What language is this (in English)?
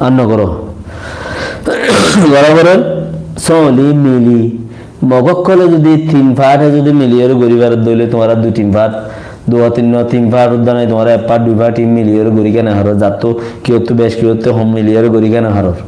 Rohingya